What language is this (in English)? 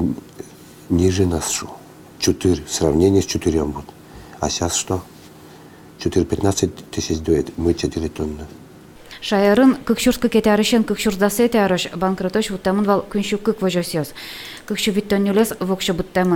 Udmurt